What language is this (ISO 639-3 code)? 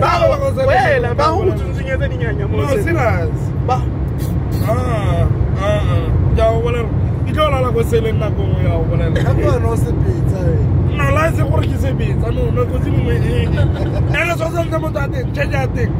tsn